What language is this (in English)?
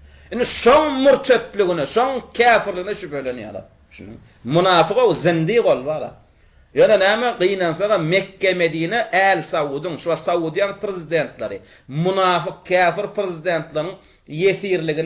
Turkmen